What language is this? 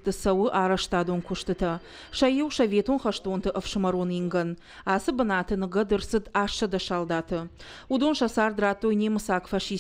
Ossetic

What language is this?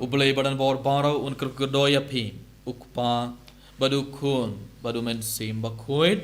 Khasi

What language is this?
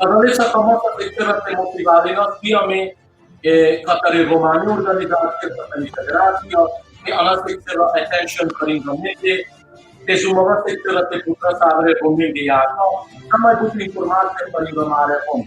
Balkan Romani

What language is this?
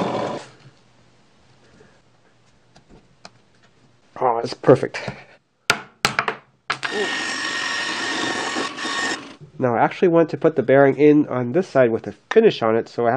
English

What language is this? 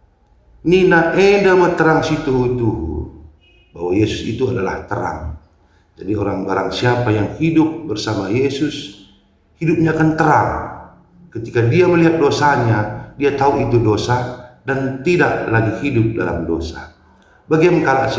Batak Karo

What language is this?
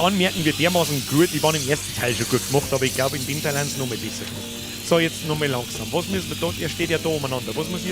Bavarian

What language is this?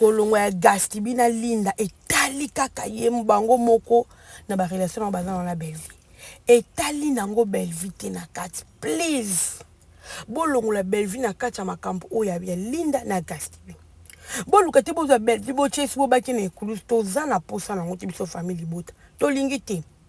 Lingala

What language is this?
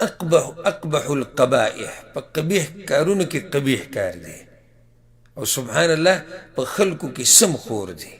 Pashto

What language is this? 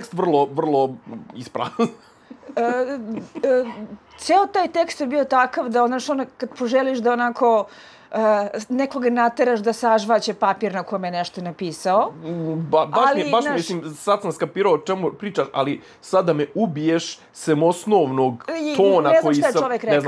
Serbian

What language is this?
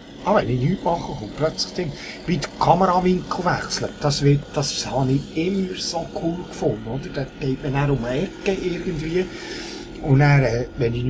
Swiss German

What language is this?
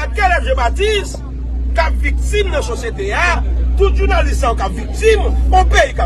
Haitian Creole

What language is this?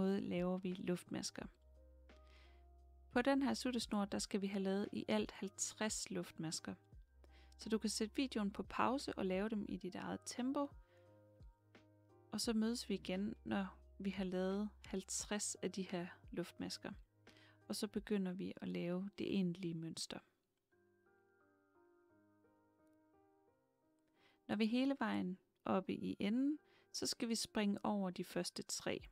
Danish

